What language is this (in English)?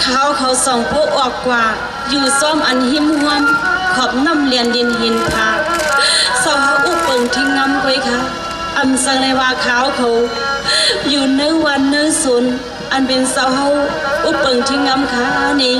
Shan